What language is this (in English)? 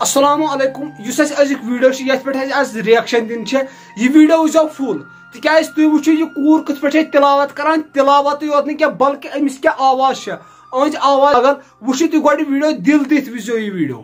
Kashmiri